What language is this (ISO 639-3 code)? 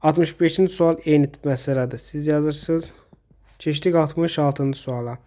aze